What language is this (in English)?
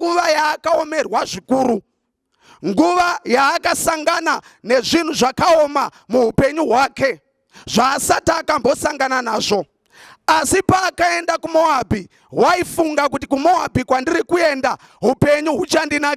Shona